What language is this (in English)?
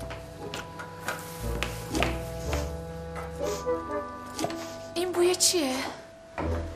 Persian